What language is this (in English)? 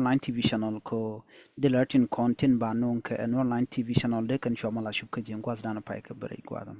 Nuer